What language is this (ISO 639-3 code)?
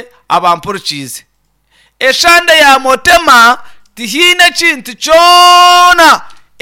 nyn